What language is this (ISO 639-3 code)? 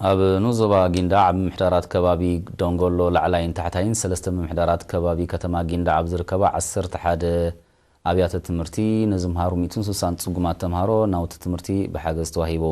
tir